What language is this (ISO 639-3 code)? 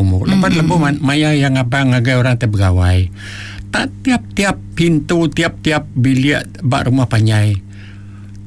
iba